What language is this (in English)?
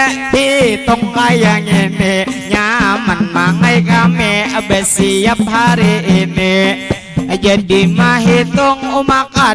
Banjar